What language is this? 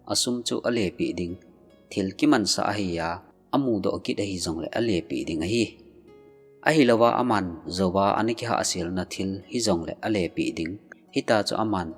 Thado Chin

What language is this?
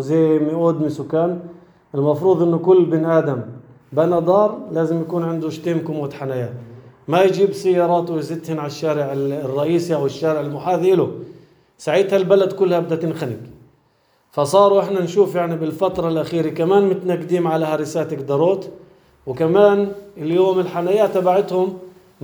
North Levantine Arabic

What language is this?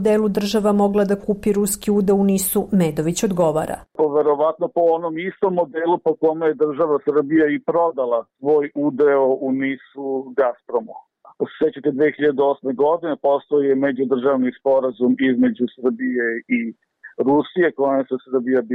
Serbian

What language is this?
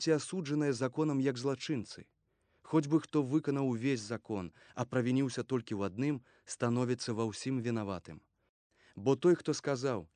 Belarusian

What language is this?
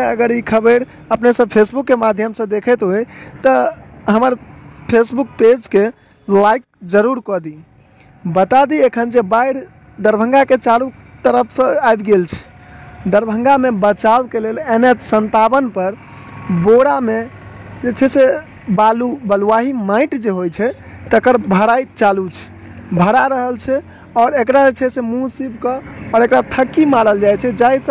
Maithili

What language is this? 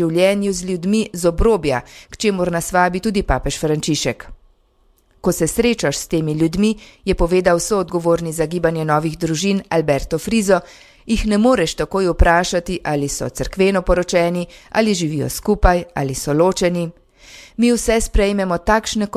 Slovenian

